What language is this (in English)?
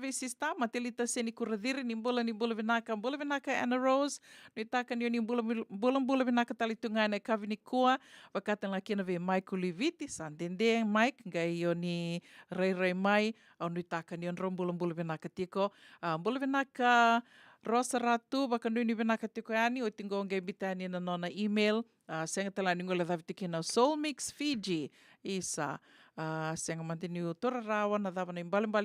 Fijian